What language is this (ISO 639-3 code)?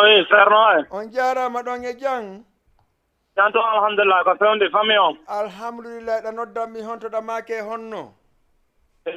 ful